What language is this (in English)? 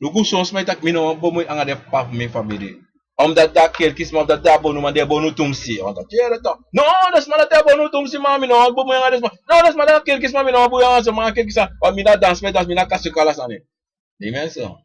Sranan Tongo